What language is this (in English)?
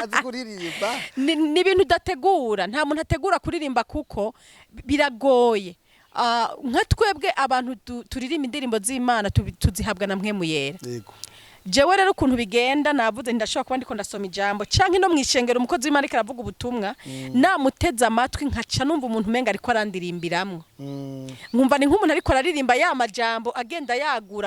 Rundi